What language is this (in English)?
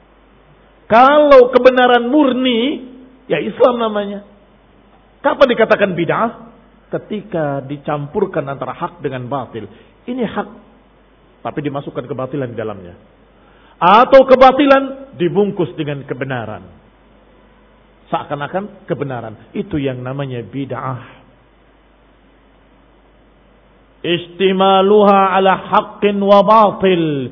Indonesian